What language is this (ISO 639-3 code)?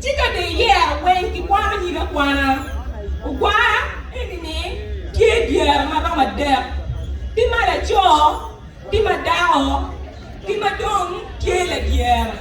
ach